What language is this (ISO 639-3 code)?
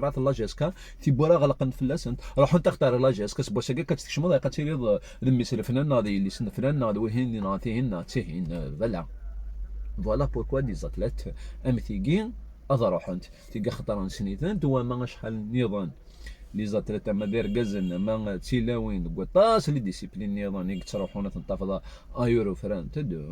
kab